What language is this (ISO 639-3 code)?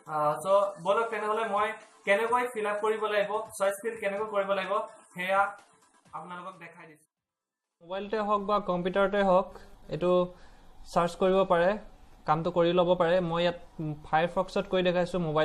asm